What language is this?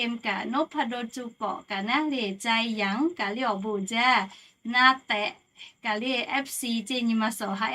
Lahu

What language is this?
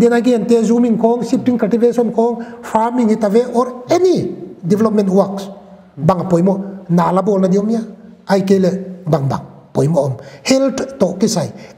Paite Chin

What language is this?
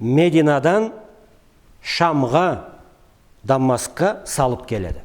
Karachay-Balkar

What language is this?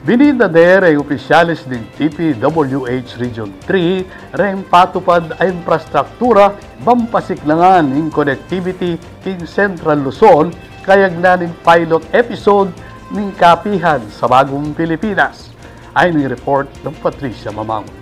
Pampanga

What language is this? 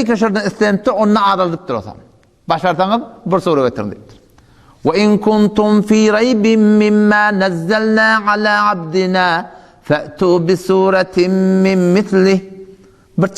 Turkmen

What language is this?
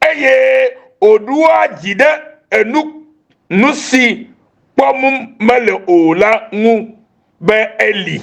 Ewe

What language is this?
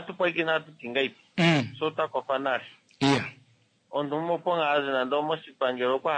Kuanyama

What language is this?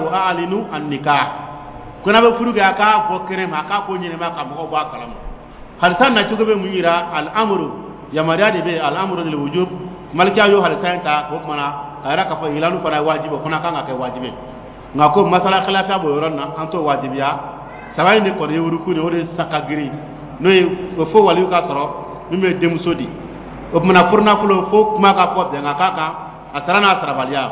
Dyula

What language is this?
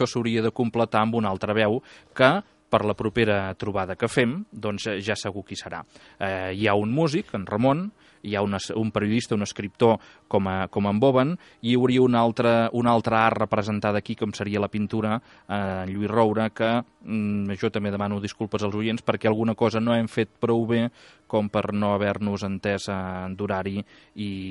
Catalan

